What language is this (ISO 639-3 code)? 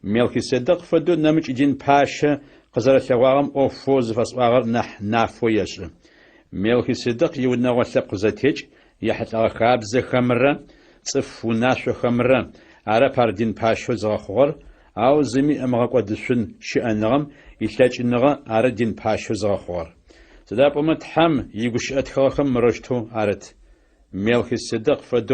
ady